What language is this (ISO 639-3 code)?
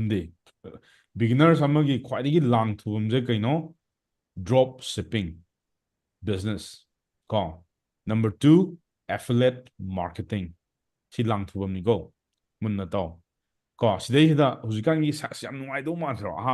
mni